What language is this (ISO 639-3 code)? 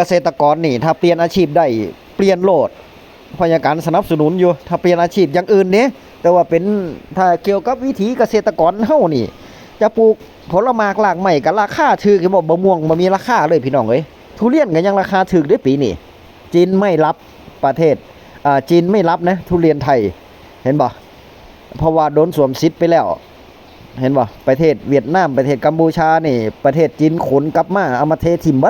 tts